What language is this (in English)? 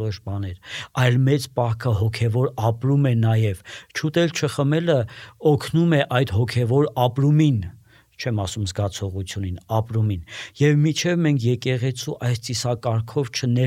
Armenian